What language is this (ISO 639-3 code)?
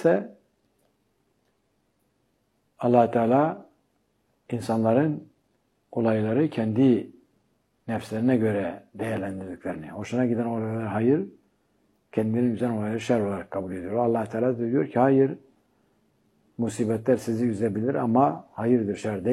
tur